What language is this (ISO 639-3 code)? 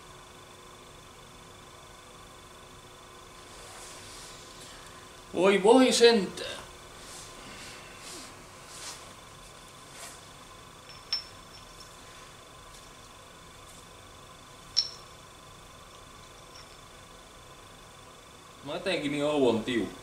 fin